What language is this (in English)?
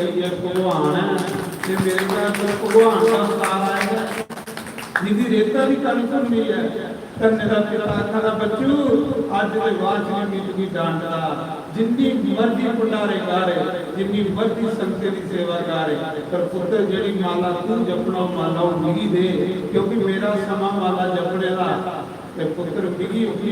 Dogri